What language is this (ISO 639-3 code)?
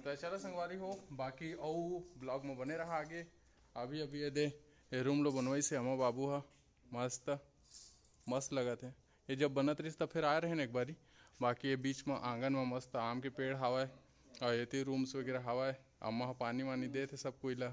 hne